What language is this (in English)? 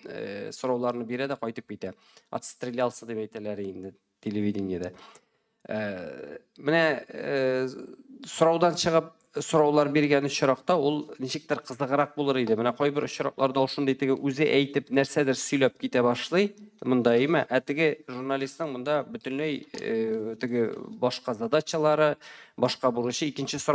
Tatar